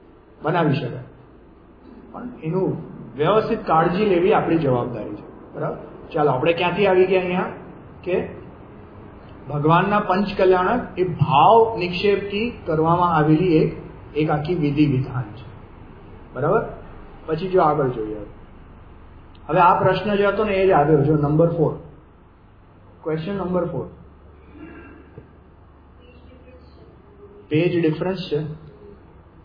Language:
Gujarati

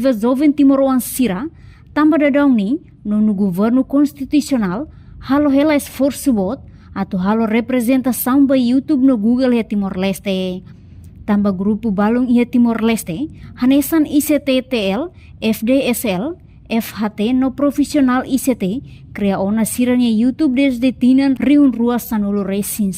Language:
Tetum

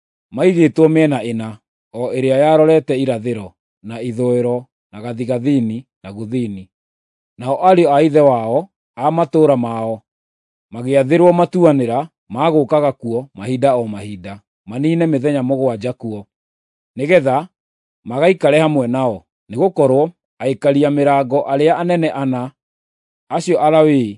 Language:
Kikuyu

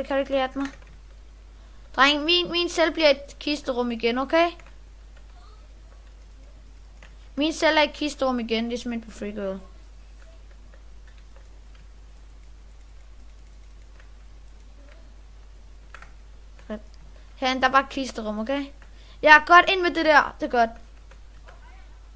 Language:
Danish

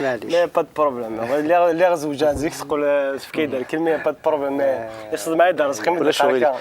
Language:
Kabyle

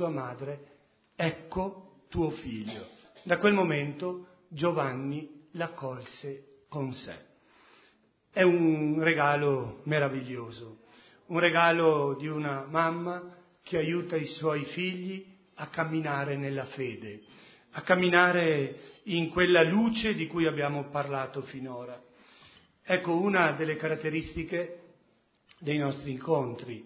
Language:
Italian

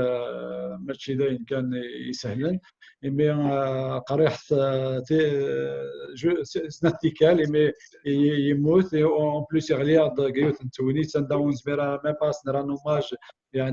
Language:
Kabyle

